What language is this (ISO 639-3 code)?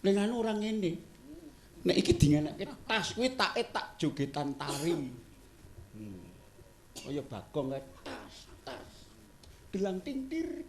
jav